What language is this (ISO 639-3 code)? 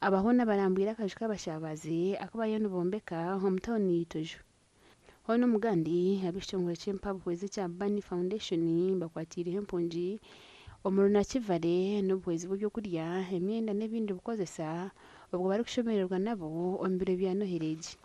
nyn